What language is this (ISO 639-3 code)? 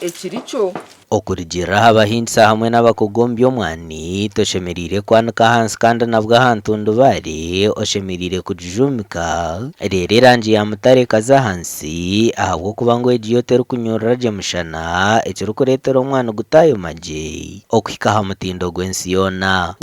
nyn